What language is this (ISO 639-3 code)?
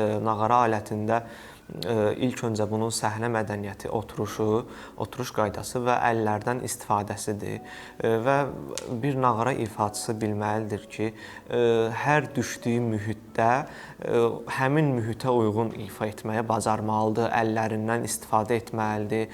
aze